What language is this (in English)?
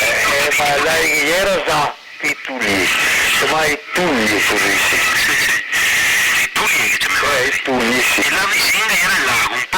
Venetian